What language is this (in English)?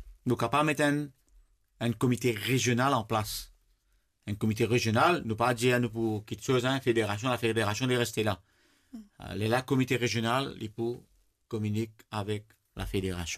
Morisyen